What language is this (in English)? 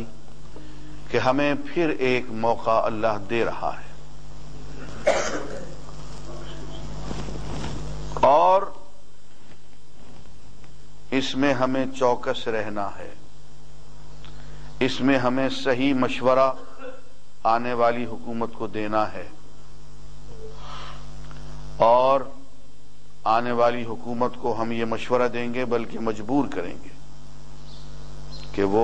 Urdu